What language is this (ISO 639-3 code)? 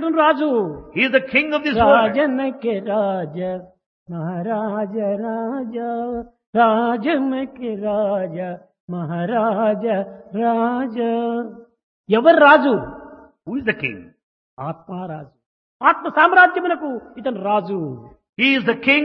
tel